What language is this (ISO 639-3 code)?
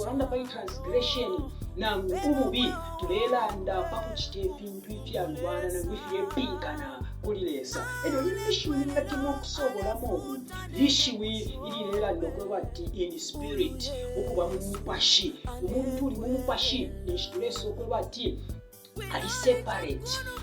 bem